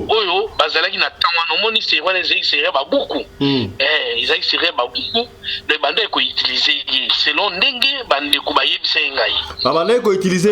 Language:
Lingala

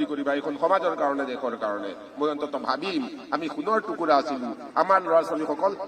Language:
Assamese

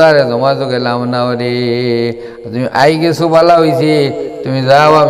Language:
Sylheti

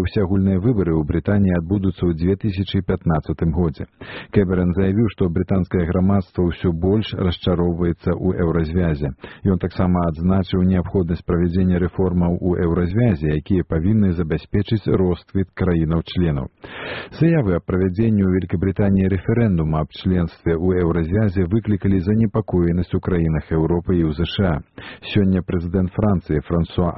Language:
Belarusian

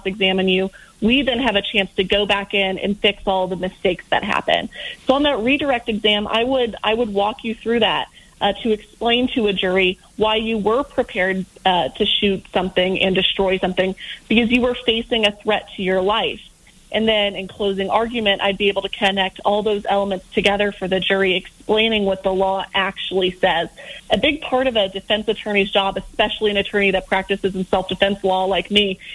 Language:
English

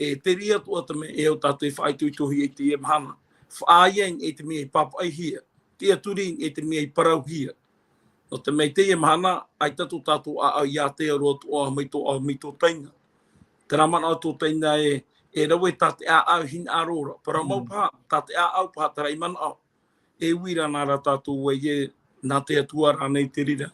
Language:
Tahitian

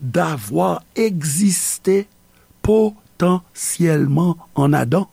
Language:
Haitian Creole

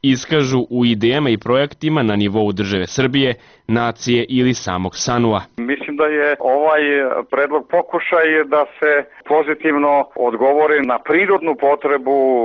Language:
Serbian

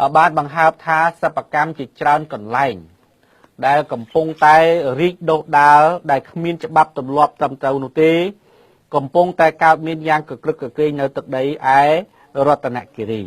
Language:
Khmer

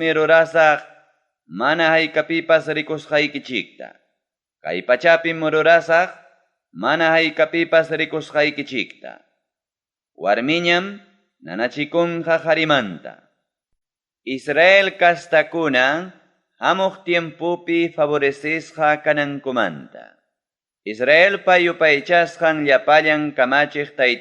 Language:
Ayacucho Quechua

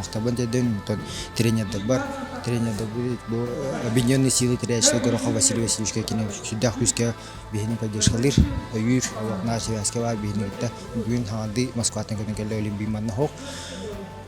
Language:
Yakut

